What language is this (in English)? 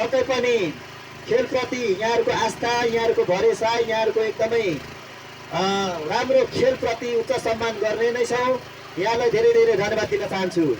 Nepali